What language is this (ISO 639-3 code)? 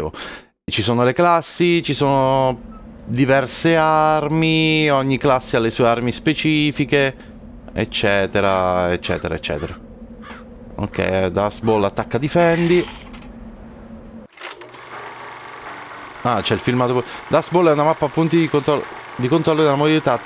ita